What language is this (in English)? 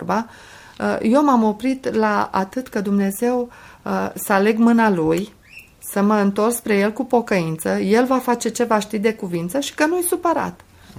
Romanian